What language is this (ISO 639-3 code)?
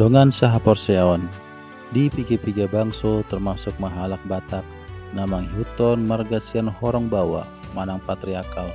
bbc